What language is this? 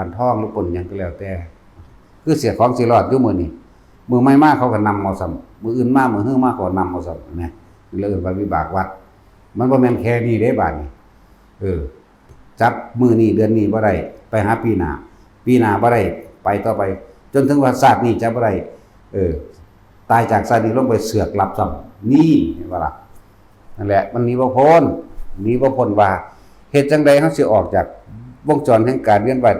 Northeastern Thai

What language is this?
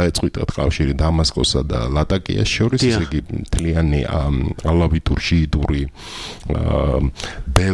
Georgian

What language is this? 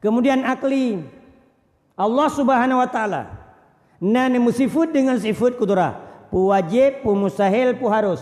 Achinese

